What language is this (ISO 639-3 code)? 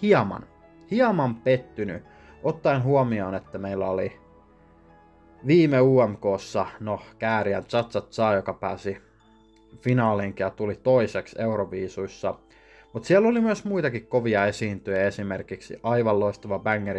fin